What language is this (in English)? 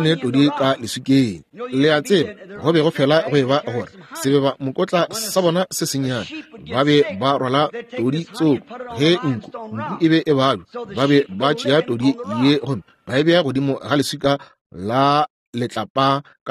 Northern Sotho